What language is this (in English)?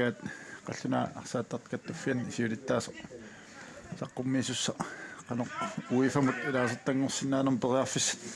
Kalaallisut